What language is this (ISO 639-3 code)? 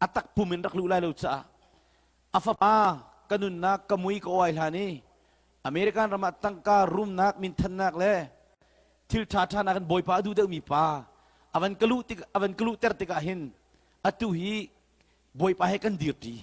cnh